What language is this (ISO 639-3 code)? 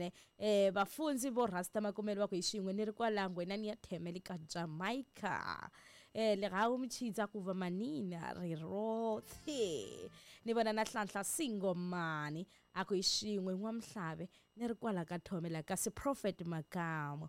tso